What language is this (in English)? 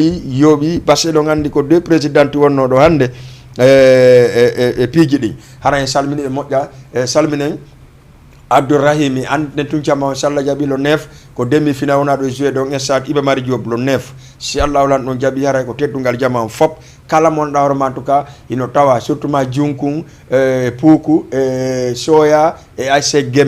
Fula